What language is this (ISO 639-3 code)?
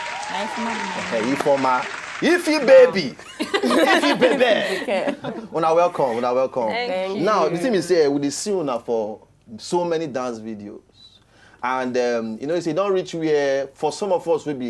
pcm